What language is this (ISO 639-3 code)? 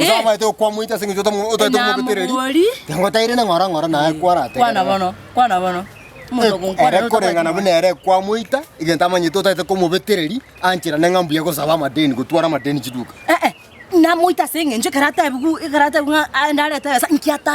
guz